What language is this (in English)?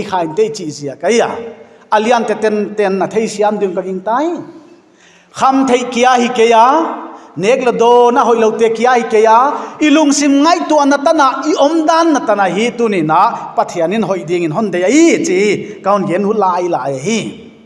Paite Chin